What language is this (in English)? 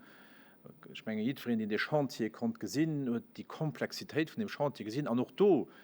Luxembourgish